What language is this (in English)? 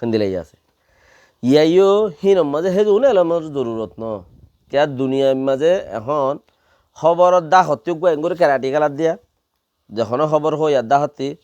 Rohingya